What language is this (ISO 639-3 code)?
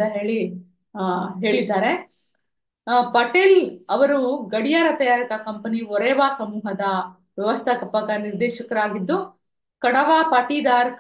kan